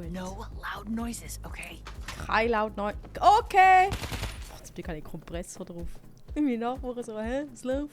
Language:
Swiss German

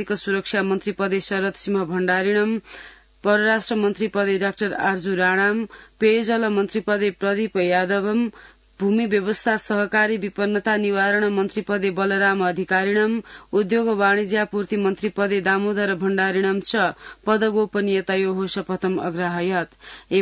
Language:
Sanskrit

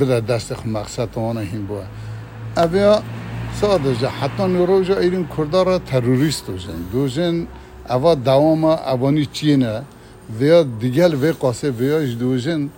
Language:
Kurdish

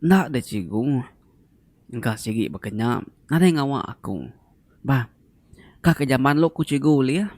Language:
Iban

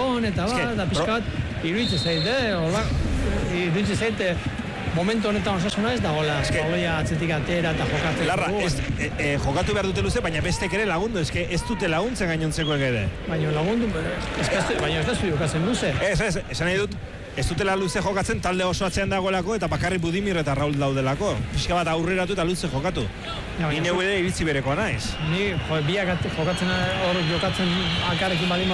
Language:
Basque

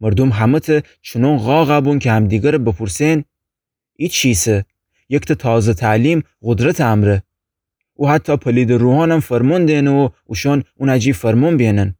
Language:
Gilaki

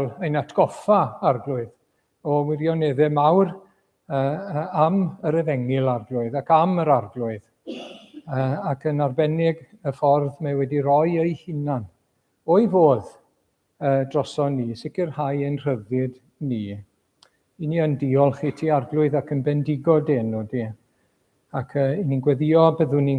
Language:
Welsh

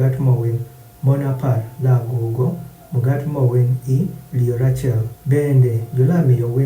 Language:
Adhola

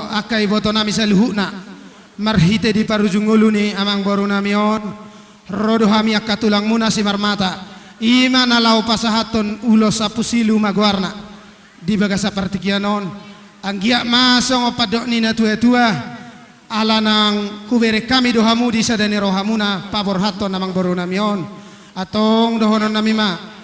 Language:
Batak Toba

